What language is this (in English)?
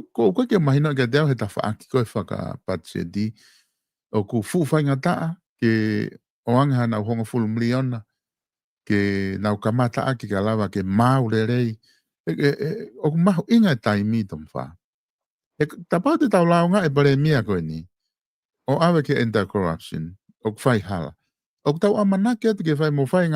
Tongan